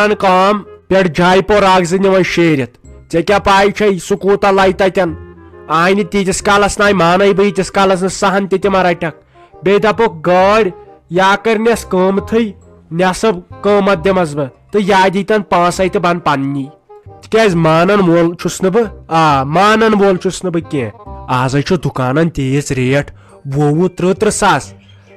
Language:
Kashmiri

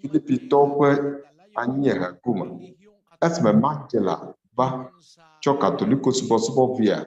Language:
Ewe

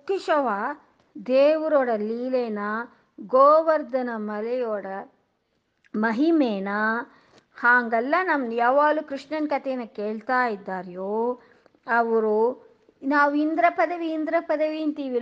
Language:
Kannada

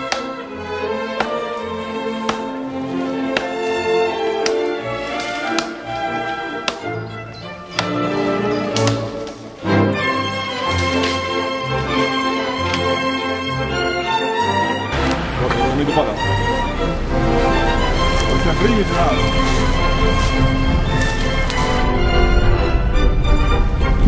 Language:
Serbian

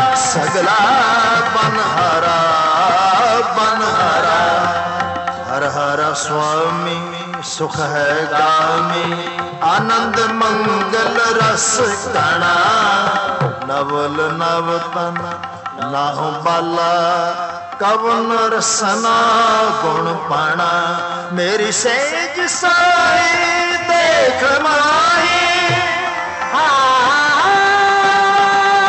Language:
Punjabi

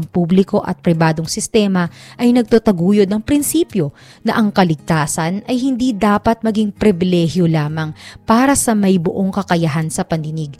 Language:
Filipino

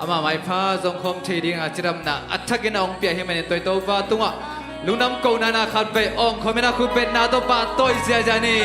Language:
Tedim Chin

